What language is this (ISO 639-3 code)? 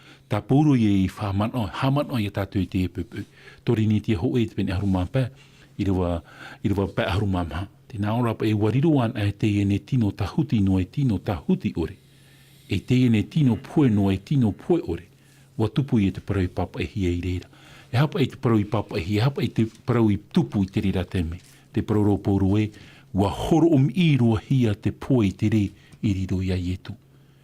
tah